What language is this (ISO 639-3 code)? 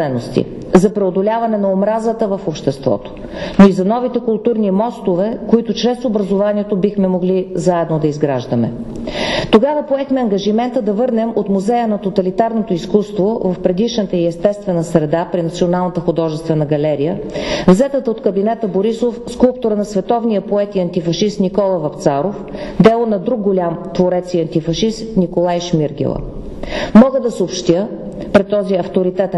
bul